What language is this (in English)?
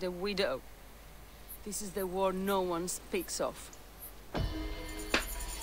Czech